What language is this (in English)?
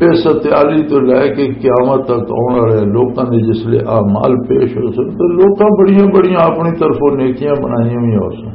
Western Panjabi